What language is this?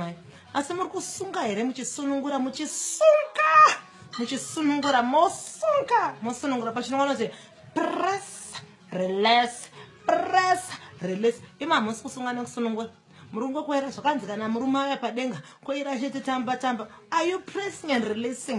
Shona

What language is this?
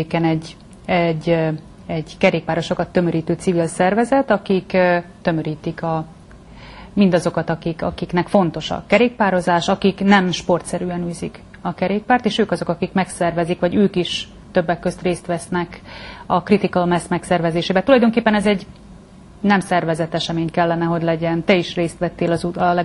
Hungarian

